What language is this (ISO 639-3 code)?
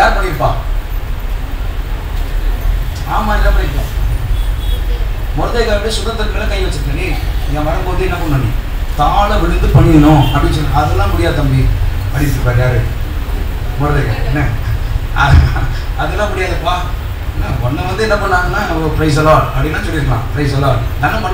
tam